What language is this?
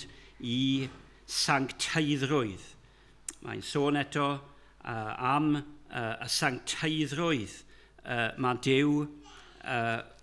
Welsh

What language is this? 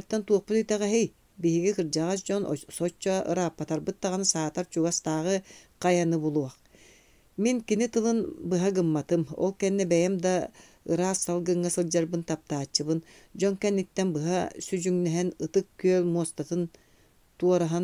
Yakut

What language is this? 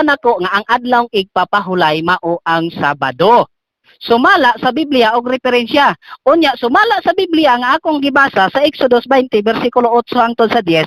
Cebuano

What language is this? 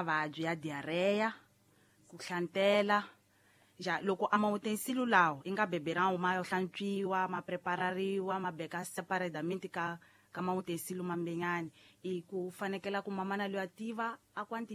Tsonga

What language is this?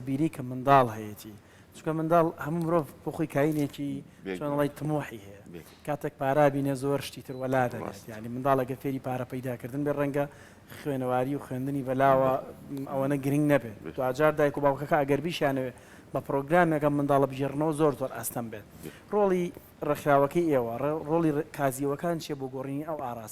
Central Kurdish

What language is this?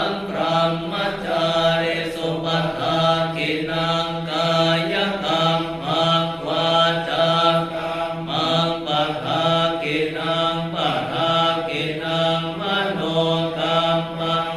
Pali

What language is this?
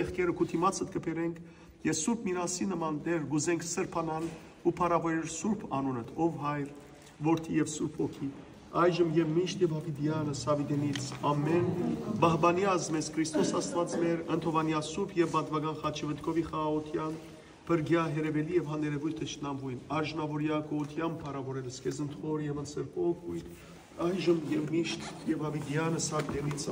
Western Armenian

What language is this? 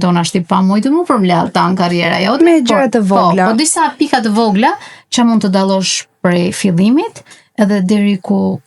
Albanian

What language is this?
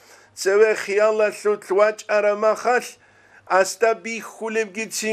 Avaric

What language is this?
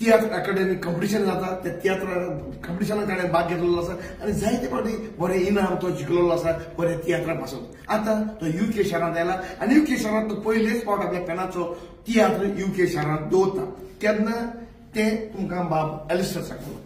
Konkani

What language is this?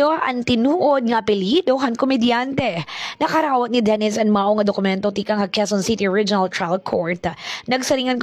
Waray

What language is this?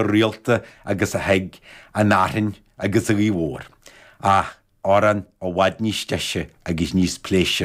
Irish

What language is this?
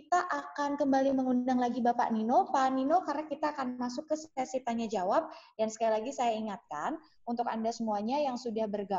Indonesian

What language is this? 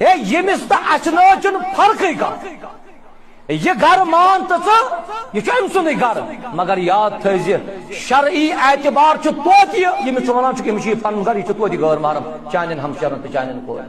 Kashmiri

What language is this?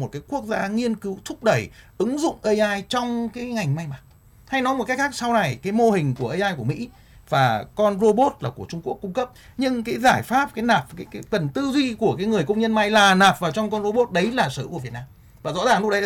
Vietnamese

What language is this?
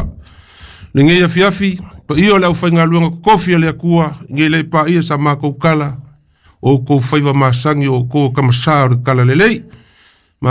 Samoan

